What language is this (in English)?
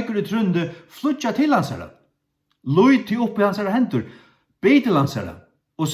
Faroese